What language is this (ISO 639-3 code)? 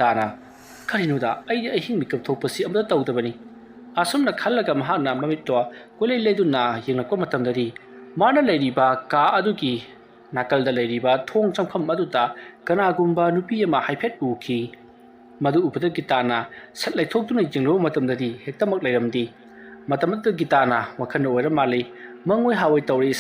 mni